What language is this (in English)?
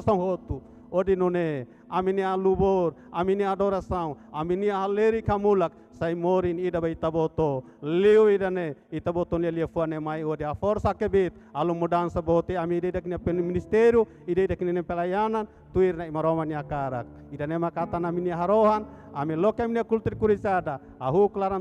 Tetum